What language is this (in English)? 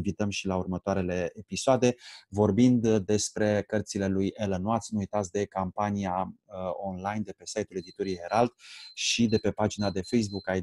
Romanian